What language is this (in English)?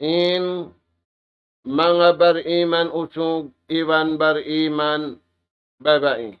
Tausug